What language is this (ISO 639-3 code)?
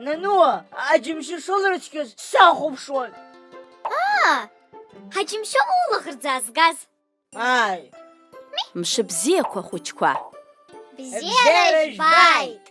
abk